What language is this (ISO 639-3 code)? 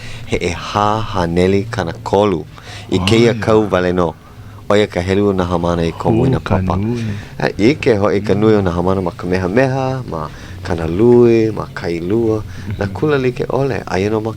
haw